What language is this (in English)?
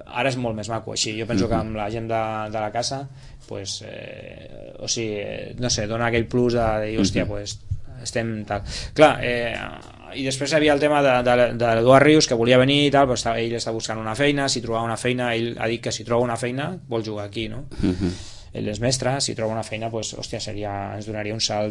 Catalan